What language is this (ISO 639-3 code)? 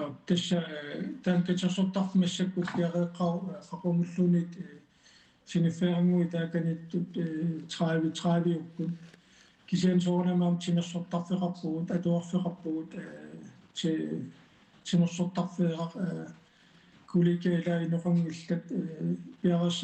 kal